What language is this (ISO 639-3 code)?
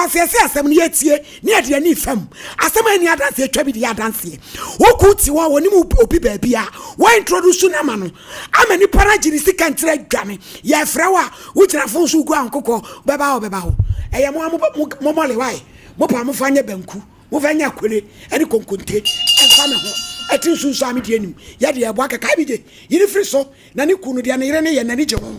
aka